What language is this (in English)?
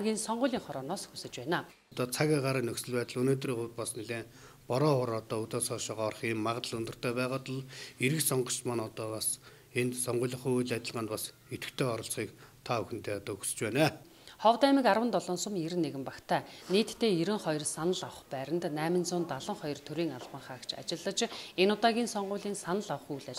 Mongolian